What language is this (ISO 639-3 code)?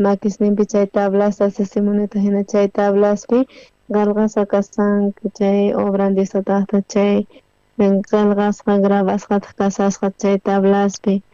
quh